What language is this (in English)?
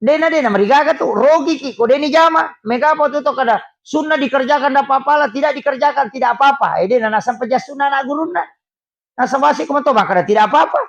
Buginese